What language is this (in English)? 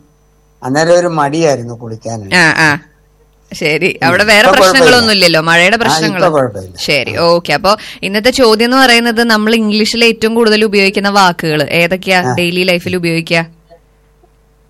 Malayalam